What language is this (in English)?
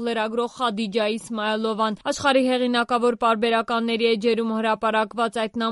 Armenian